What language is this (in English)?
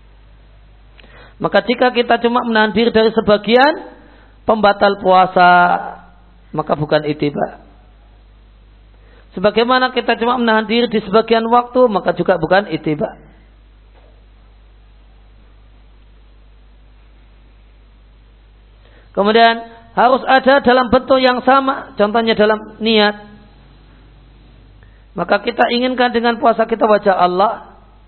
Indonesian